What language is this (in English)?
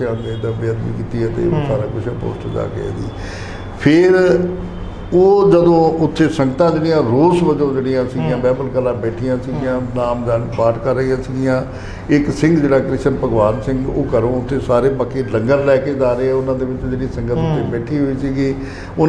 Punjabi